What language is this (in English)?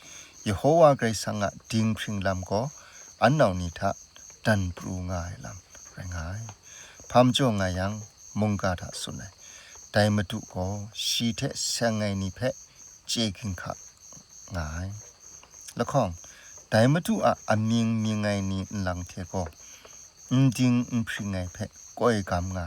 Kachin